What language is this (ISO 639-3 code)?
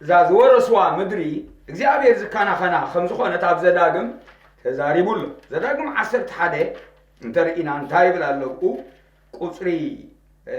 tir